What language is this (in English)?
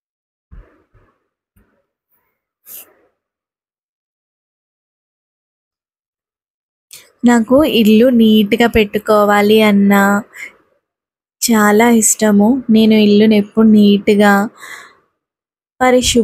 Telugu